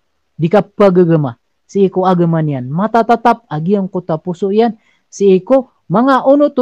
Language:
Maranao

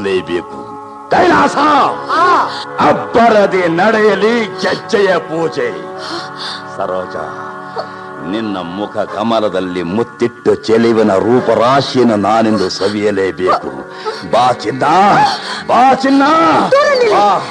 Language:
Kannada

